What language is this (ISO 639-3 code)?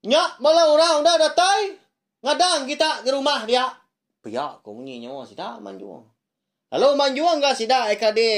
iba